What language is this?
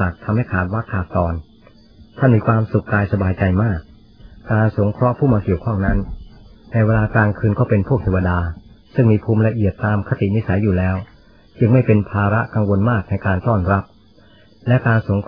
Thai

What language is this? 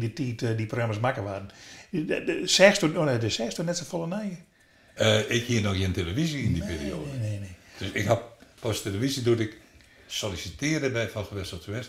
Western Frisian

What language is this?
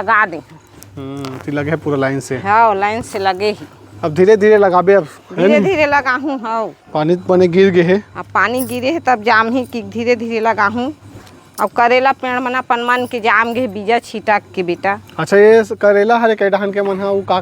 Chhattisgarhi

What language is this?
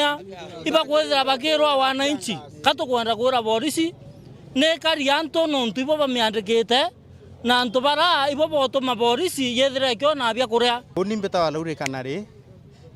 Meru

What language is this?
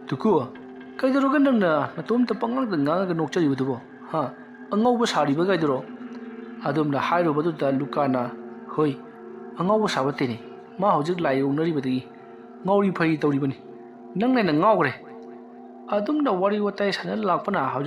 Manipuri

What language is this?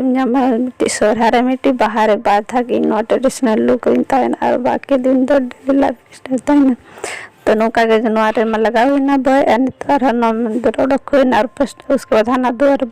Santali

